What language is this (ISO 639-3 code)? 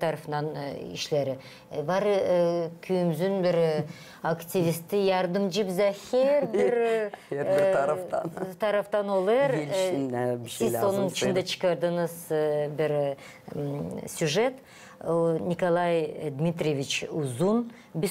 gag